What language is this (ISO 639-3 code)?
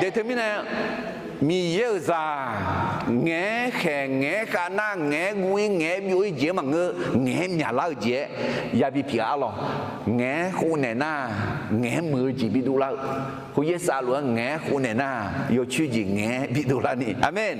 ahk